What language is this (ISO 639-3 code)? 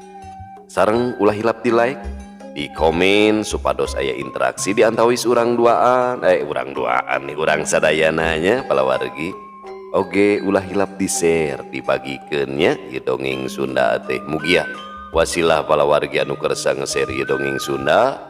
sun